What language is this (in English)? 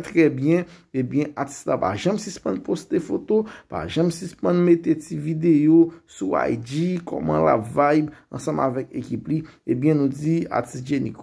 Haitian Creole